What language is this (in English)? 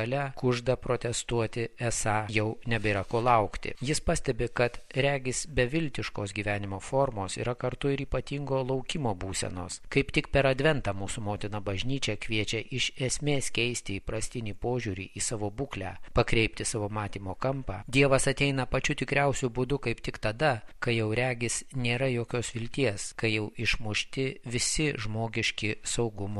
Lithuanian